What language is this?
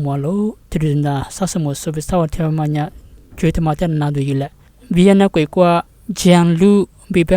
Lisu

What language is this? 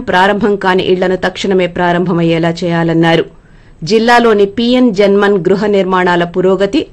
Telugu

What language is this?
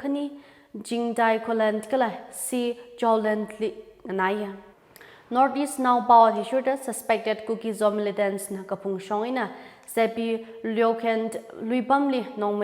Tangkhul Naga (India)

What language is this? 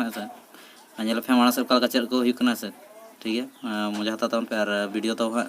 Santali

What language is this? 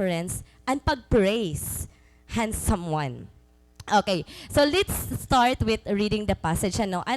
Waray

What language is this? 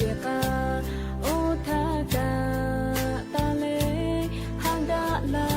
Lahu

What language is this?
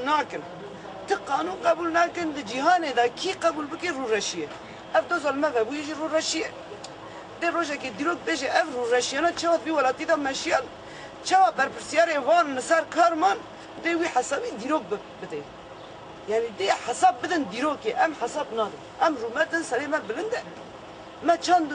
Kurdish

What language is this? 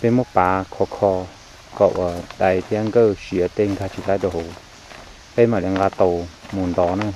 Hmong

